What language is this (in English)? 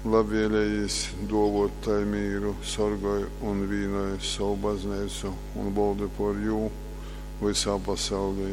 Latgalian